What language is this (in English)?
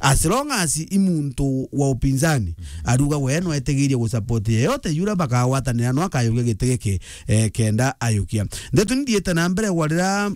Meru